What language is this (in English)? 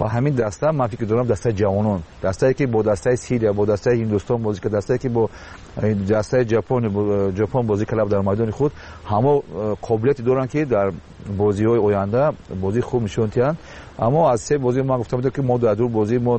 Tajik